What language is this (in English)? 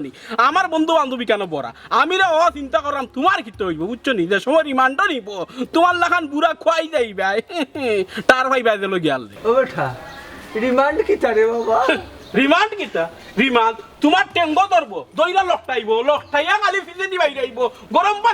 Sylheti